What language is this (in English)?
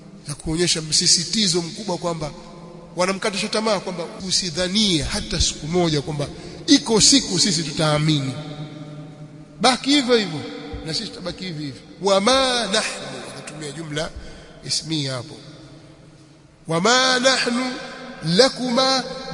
Swahili